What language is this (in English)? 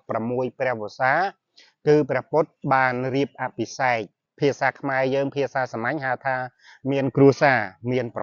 Khmer